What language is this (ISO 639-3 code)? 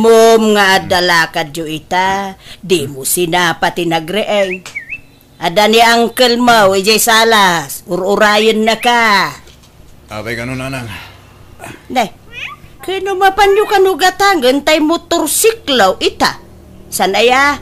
ilo